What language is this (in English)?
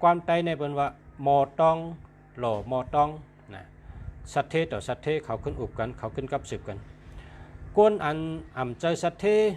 Shan